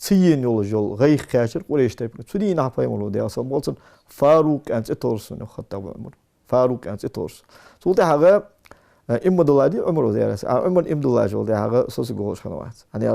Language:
Ingush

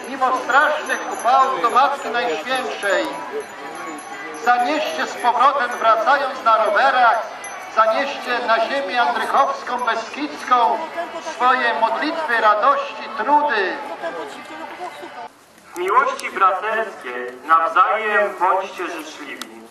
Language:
Polish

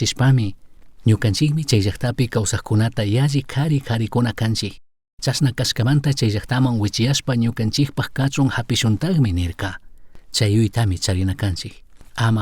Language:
Chimborazo Highland Quichua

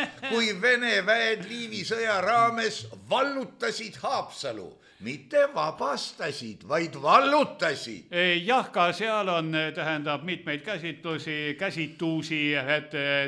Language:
Estonian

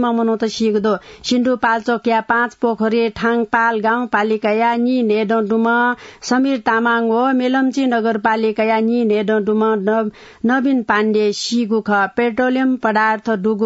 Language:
Newari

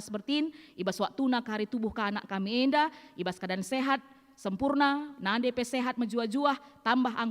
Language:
Batak Karo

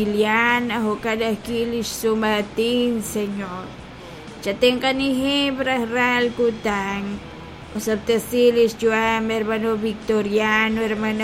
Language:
Kekchí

